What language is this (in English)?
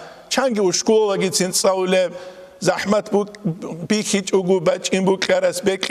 Avaric